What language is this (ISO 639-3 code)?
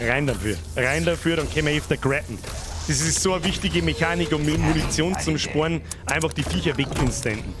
bar